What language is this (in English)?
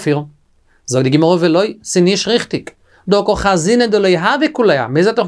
Yiddish